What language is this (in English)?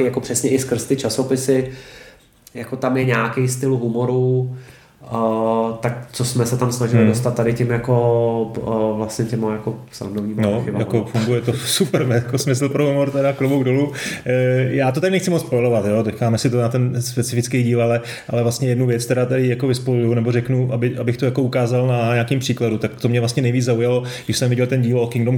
Czech